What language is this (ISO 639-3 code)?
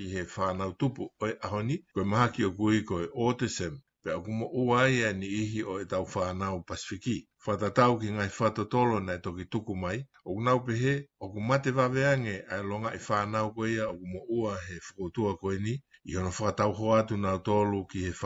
ton